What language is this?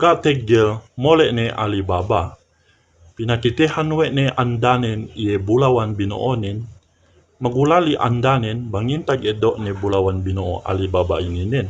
Yakan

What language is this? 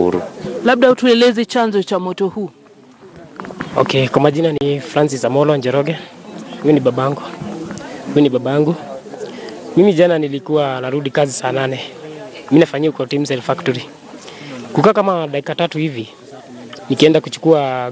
Swahili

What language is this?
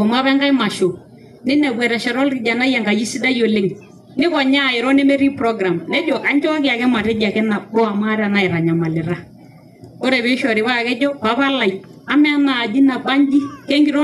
Masai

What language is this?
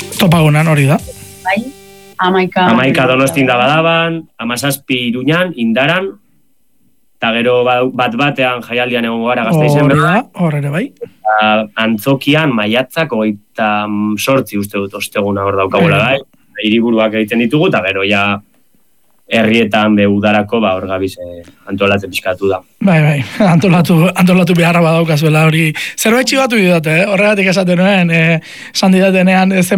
Basque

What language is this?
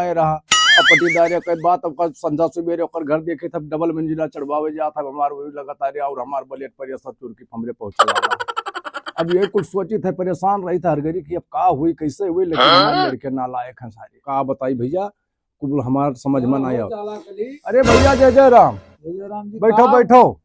Awadhi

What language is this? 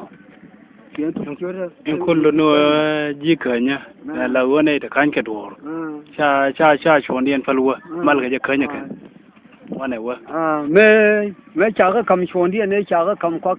Nuer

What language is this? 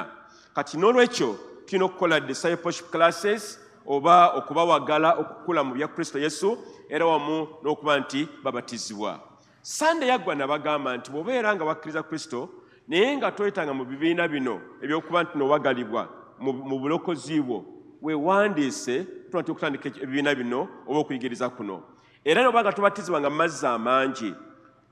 Ganda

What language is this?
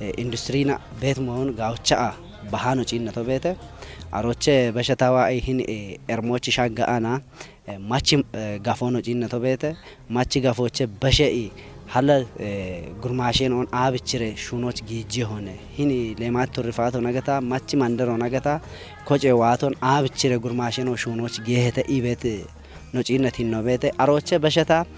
Kafa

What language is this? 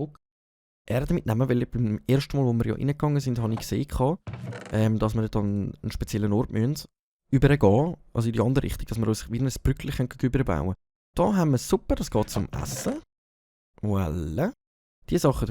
Swiss German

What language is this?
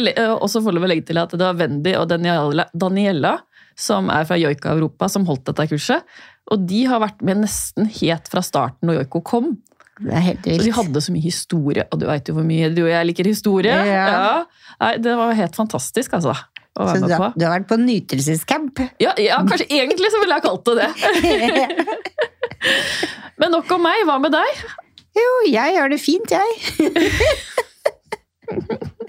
Norwegian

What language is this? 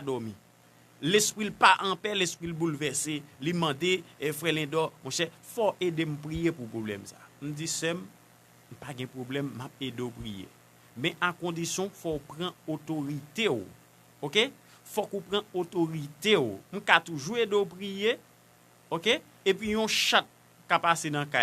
Haitian Creole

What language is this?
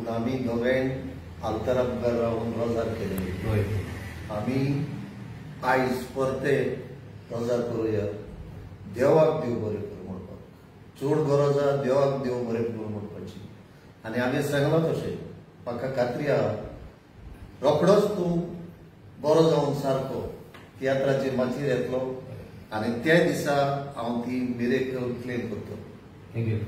Konkani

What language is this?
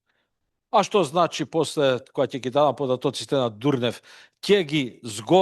Macedonian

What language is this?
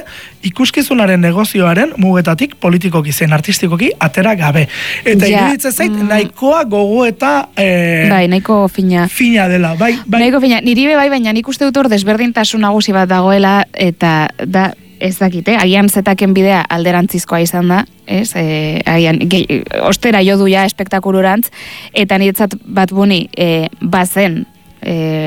Basque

